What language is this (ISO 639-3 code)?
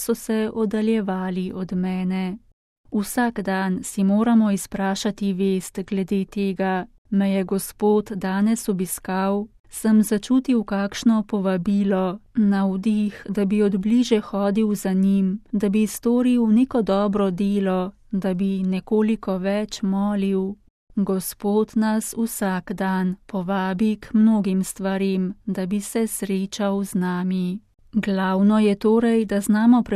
slv